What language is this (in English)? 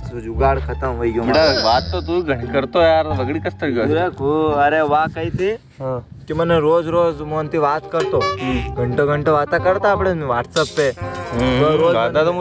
Rajasthani